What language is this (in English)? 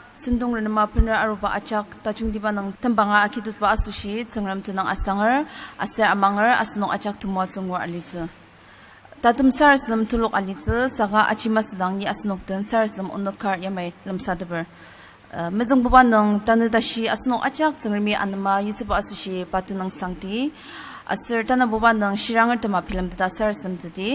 Ao Naga